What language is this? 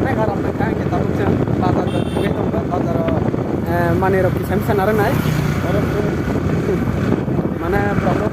Kok Borok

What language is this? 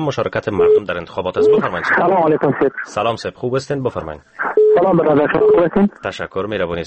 Persian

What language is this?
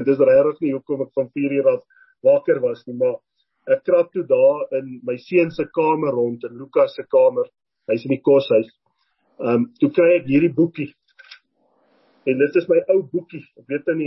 Afrikaans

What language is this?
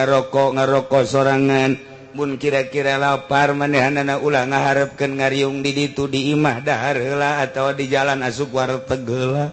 Sundanese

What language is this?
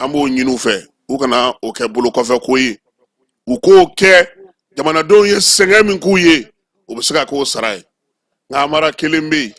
Bambara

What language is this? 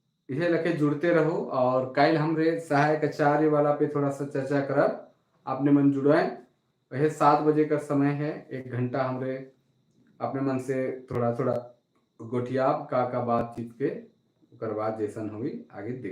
Sadri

